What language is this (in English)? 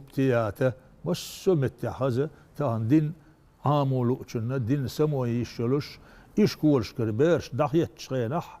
Chechen